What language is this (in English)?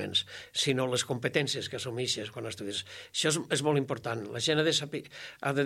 Catalan